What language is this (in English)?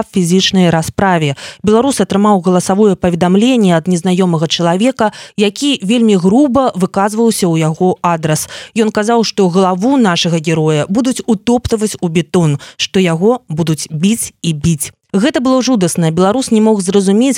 Belarusian